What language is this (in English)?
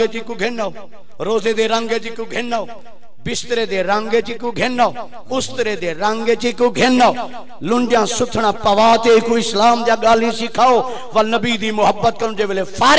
Saraiki